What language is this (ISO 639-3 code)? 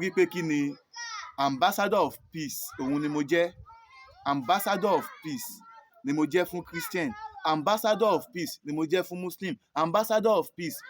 yor